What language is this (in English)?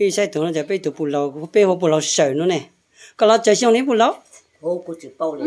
Hmong